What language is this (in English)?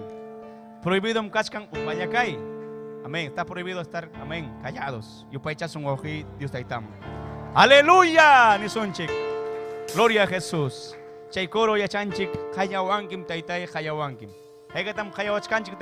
Ayacucho Quechua